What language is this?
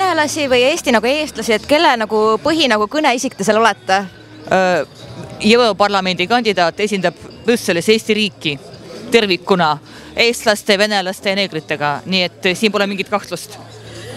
Estonian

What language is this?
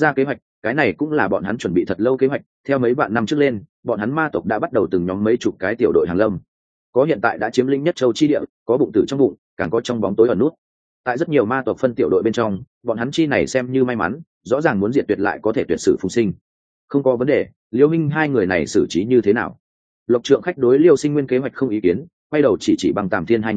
Vietnamese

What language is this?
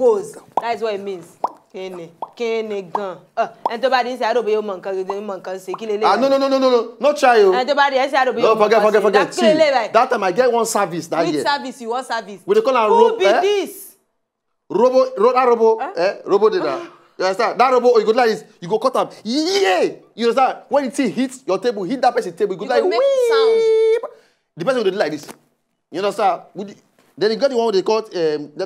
Nigerian Pidgin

